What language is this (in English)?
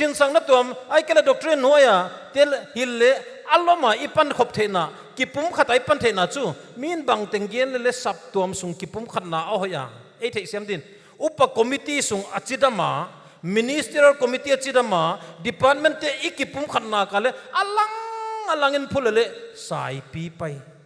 Paite Chin